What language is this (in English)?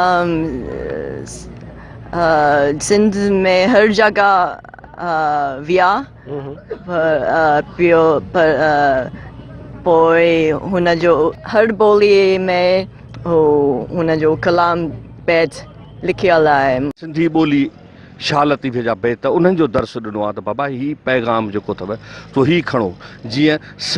Sindhi